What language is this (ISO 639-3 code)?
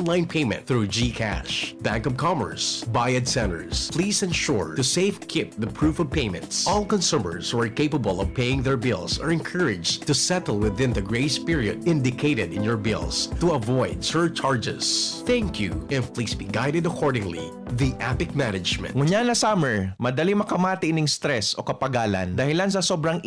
bik